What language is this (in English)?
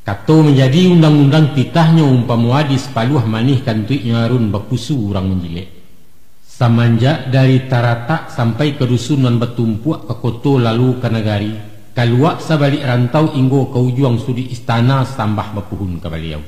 Minangkabau